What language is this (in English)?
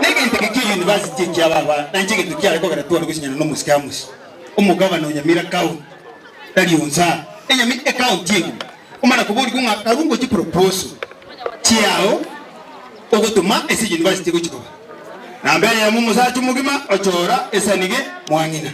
Gusii